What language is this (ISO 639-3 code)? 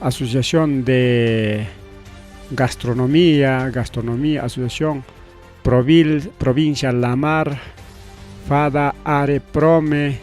quy